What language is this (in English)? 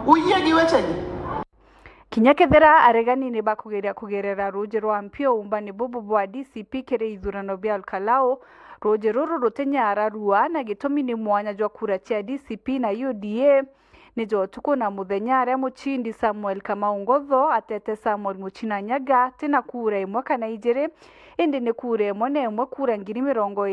Meru